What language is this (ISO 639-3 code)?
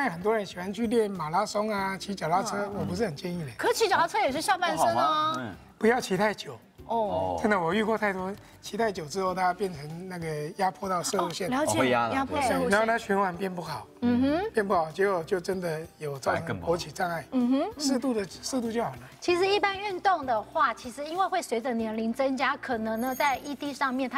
zho